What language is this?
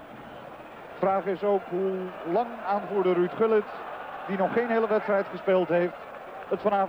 Dutch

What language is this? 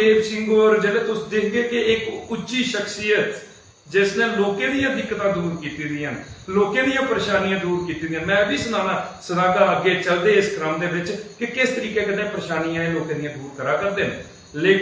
Dogri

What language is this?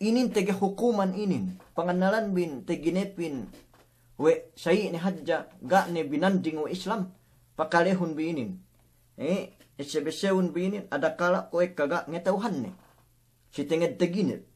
Yakan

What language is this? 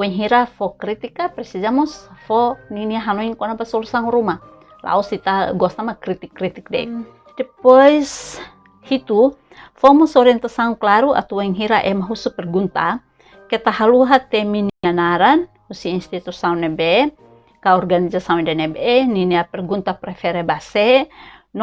Tetum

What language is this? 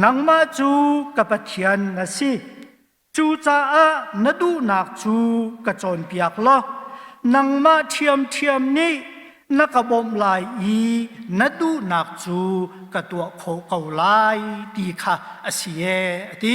Hakha Chin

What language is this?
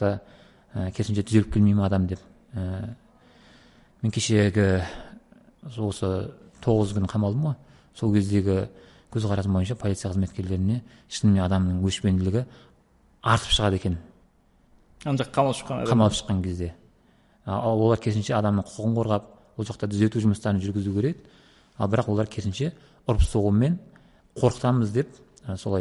Kazakh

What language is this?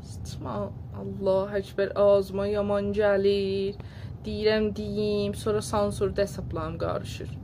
South Azerbaijani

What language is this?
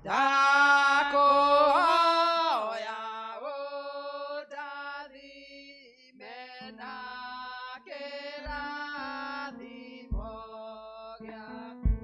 Kikuyu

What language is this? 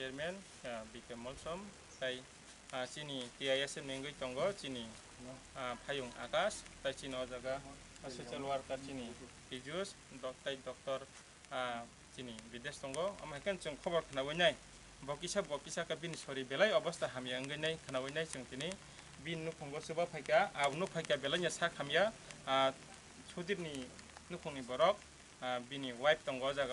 Kok Borok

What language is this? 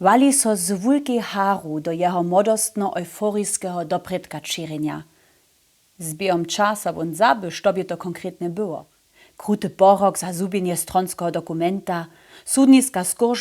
Upper Sorbian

